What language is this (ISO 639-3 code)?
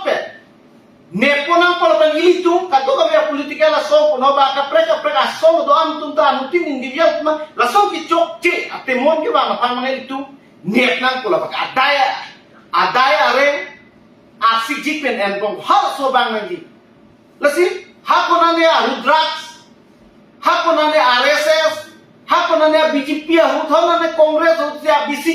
mjw